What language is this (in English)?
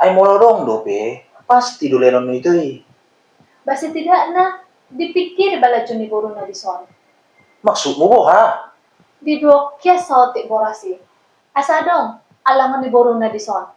Batak Toba